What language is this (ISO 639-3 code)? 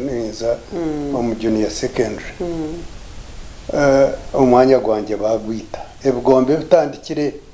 nyn